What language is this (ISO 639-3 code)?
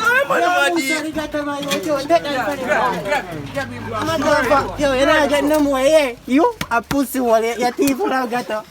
jam